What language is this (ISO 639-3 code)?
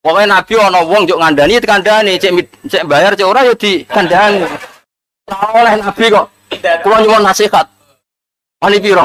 jav